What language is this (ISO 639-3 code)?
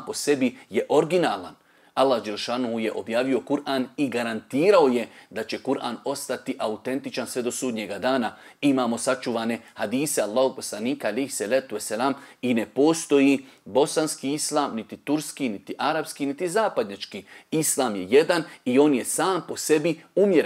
bos